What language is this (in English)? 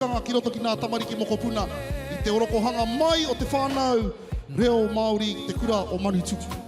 Māori